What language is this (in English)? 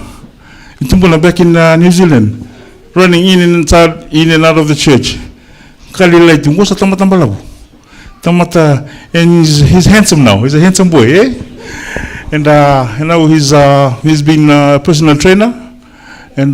Fijian